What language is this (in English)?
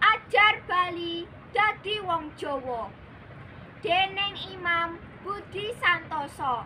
Javanese